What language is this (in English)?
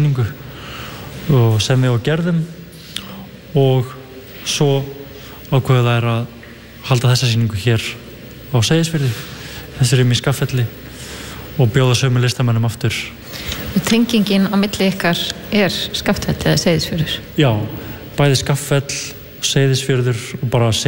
Icelandic